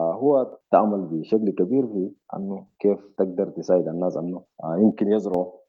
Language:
Sudanese Arabic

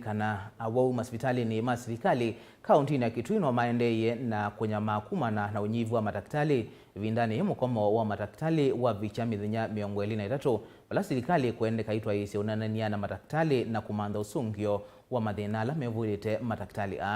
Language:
Kamba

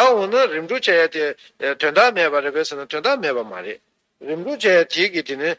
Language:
Tibetan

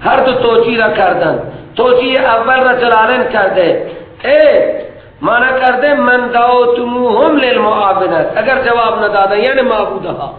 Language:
Persian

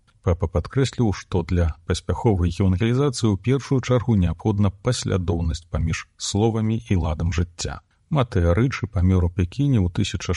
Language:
Belarusian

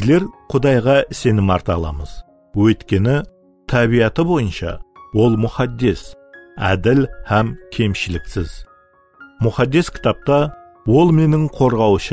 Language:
Kara-Kalpak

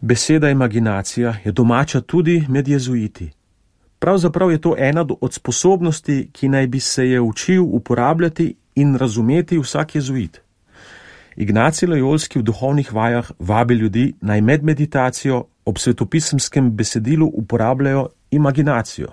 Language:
Slovenian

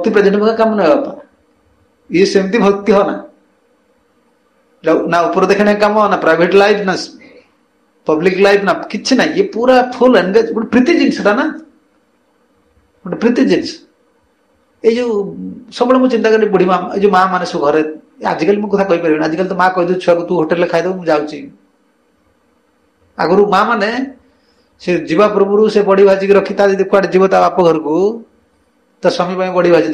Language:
Odia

